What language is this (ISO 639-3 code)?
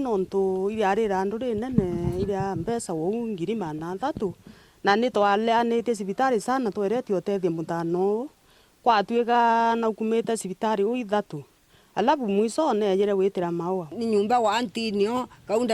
mer